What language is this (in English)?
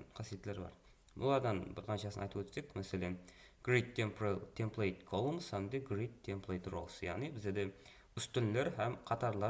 Kara-Kalpak